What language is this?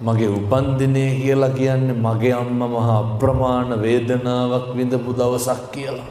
Sinhala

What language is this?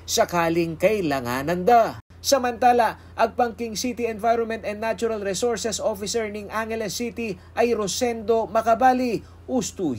Pampanga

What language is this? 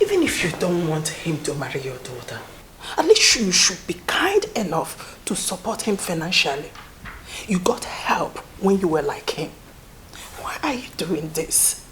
Nigerian Pidgin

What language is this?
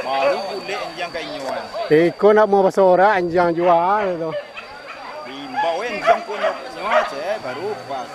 Minangkabau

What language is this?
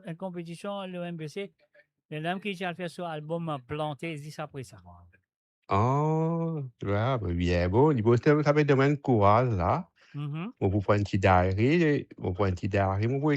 Morisyen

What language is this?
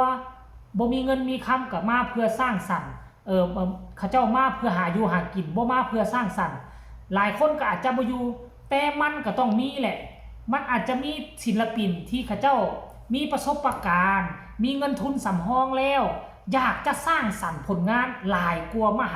Northeastern Thai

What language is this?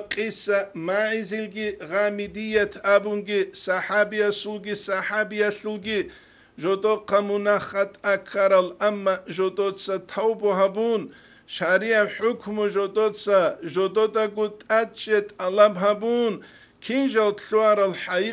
Avaric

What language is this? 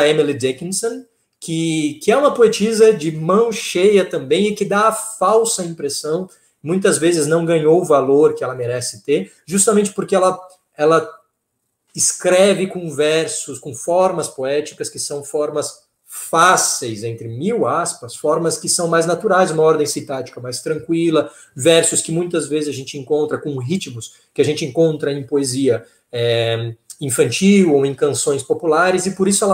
Portuguese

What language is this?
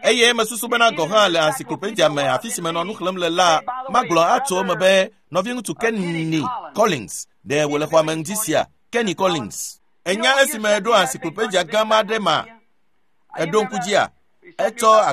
Ewe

